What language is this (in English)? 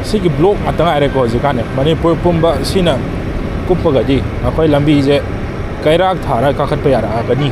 Manipuri